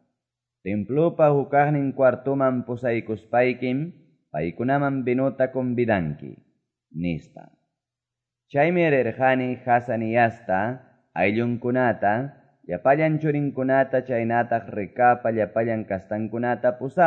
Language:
Quechua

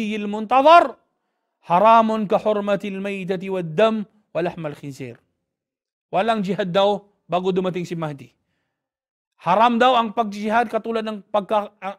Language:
Filipino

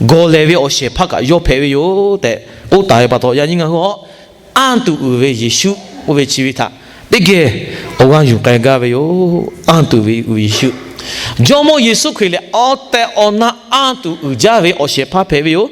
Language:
Lahu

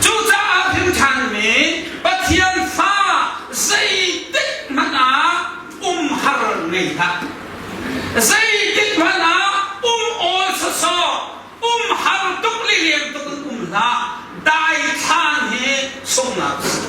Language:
Hakha Chin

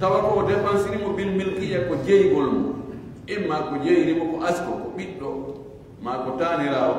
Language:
Pular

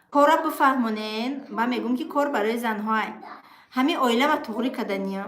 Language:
Tajik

